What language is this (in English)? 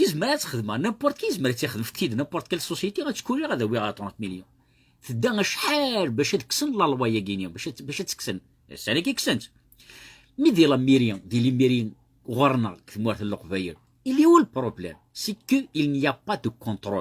Kabyle